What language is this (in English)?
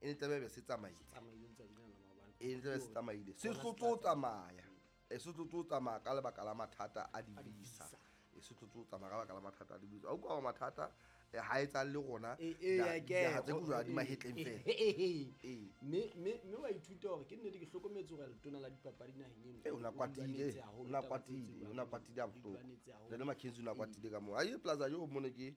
Southern Sotho